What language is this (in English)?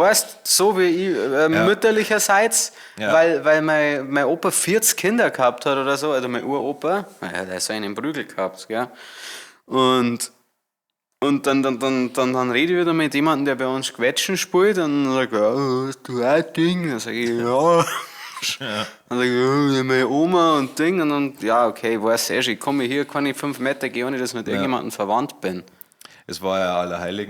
Bavarian